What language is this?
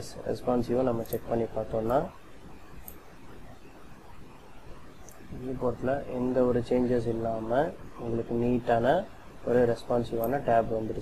Tamil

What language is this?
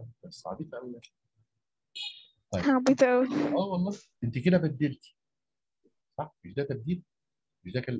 Egyptian Arabic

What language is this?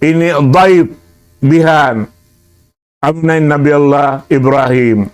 Tausug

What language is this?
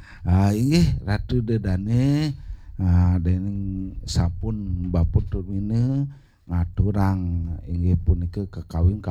Balinese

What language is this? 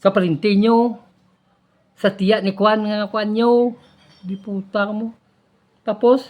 Hiligaynon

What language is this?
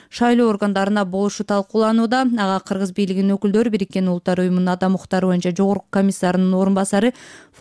Kyrgyz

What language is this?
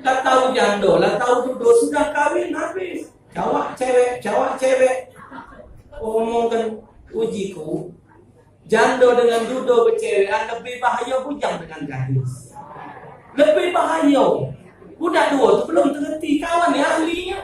Musi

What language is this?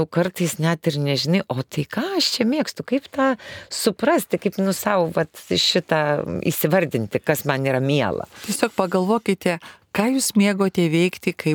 Lithuanian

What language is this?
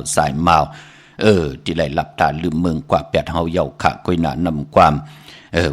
Shan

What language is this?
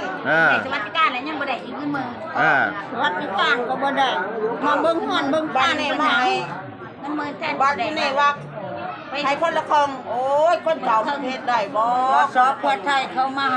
Lao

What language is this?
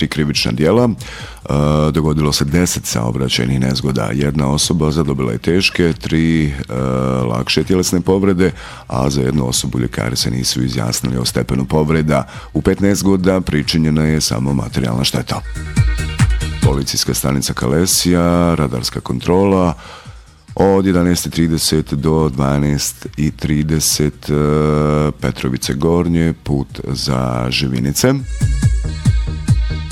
Bosnian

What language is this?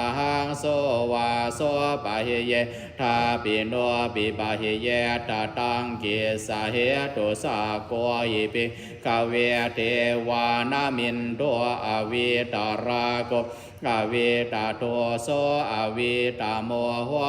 Pali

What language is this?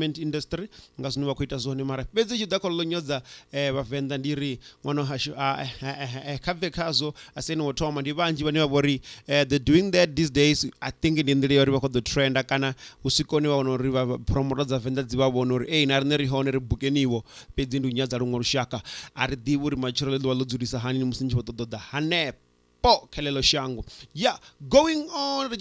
Venda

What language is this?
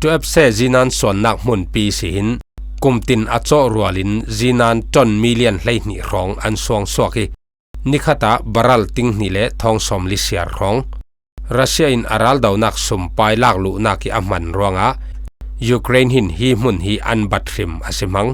Falam Chin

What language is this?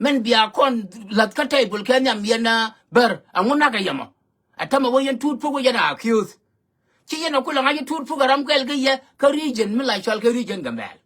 Nuer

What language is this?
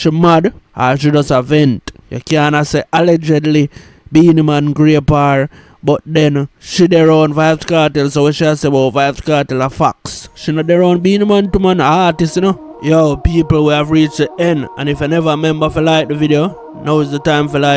Jamaican Creole English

